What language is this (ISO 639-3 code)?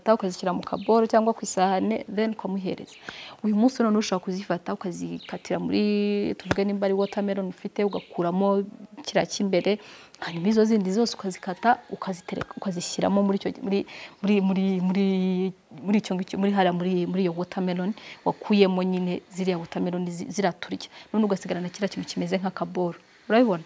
kin